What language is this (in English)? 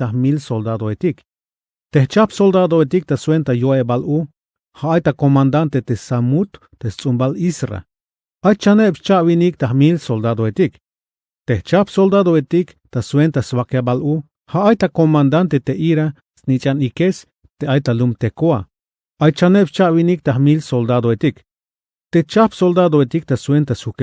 Tzeltal